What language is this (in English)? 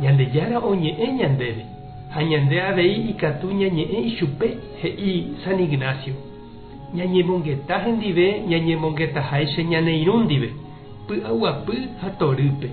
Guarani